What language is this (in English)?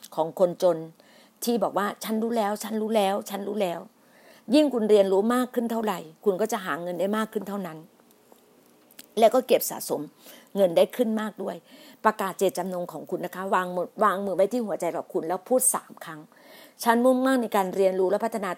Thai